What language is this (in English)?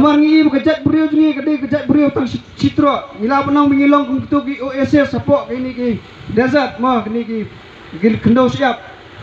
Khasi